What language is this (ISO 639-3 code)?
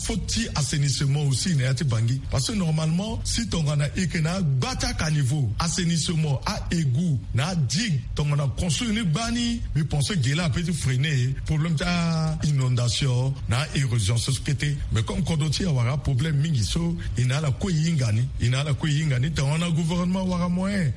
sag